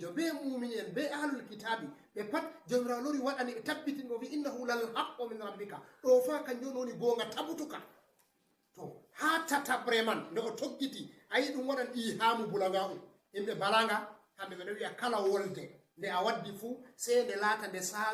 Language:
Fula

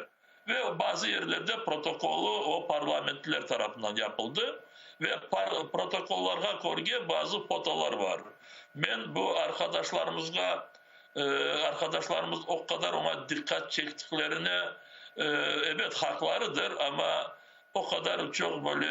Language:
Crimean Tatar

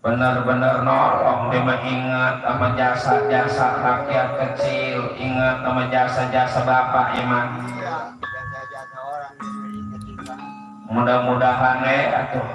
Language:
Betawi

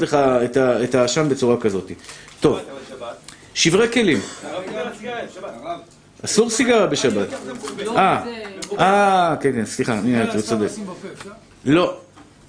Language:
Hebrew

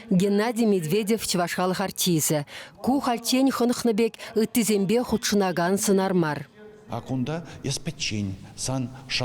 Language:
Chuvash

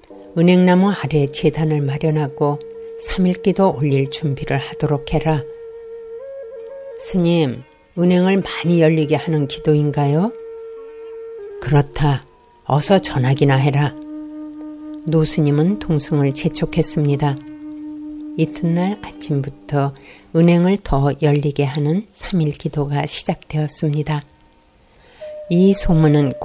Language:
Korean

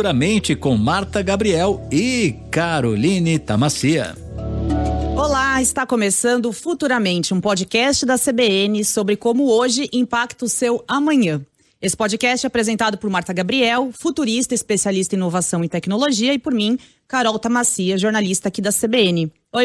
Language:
Portuguese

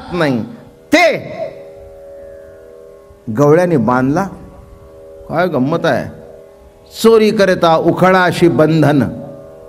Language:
Marathi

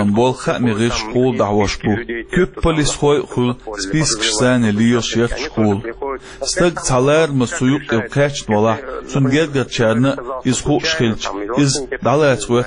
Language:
Chechen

